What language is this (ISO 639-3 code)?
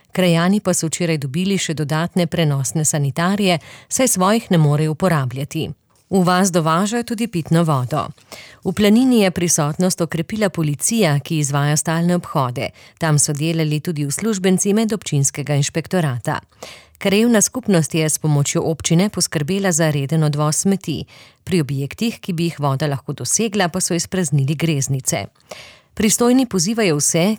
slv